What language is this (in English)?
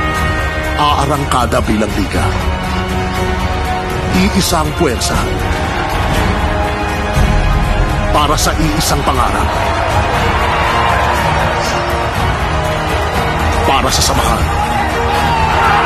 Filipino